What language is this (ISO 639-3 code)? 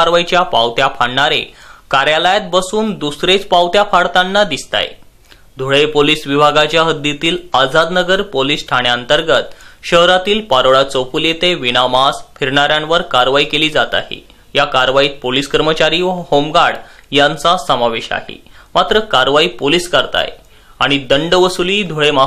mar